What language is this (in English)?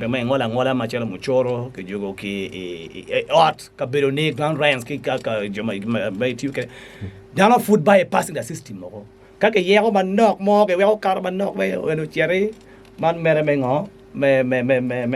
Acoli